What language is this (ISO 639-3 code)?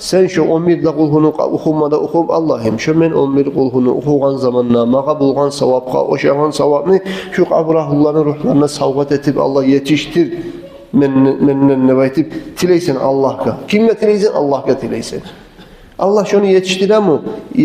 kum